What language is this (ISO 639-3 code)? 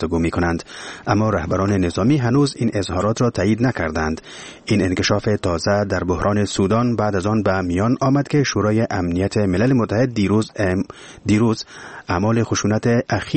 fas